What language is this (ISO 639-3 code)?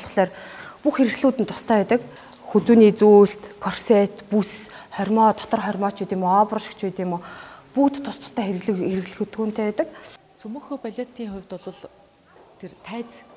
mon